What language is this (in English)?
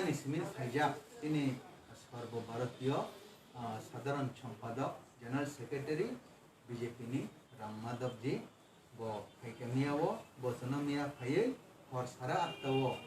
Kok Borok